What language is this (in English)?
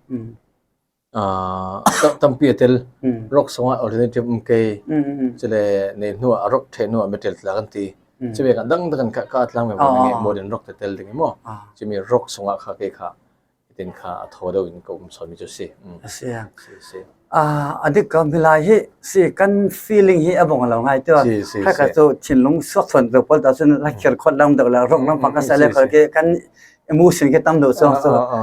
Falam Chin